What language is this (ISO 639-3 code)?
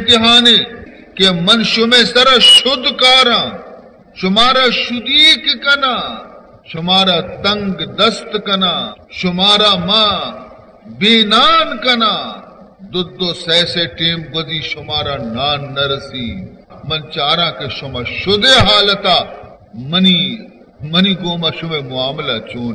bal